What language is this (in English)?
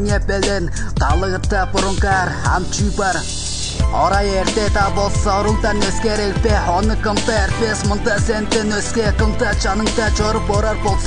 Kazakh